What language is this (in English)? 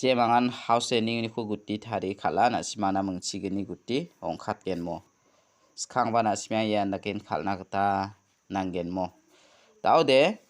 Garo